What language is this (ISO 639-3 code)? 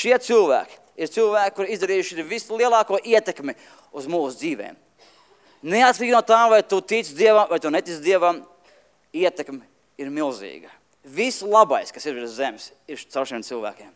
lav